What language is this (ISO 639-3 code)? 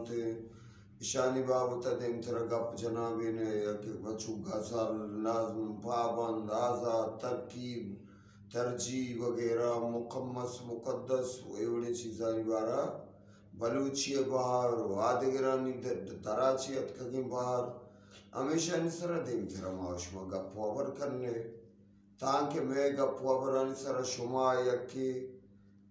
bgp